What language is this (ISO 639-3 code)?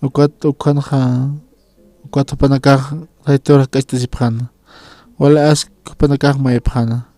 aym